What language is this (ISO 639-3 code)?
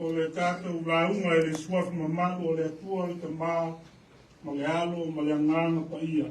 smo